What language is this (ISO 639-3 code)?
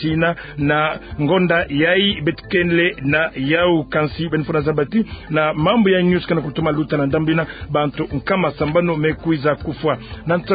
ktu